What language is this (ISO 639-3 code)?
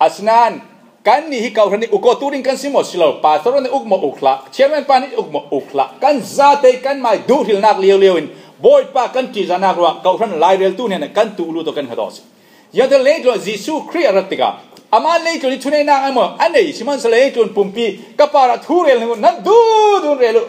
cfm